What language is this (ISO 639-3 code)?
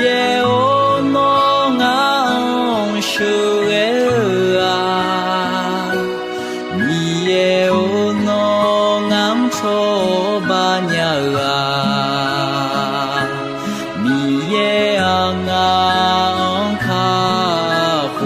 ahk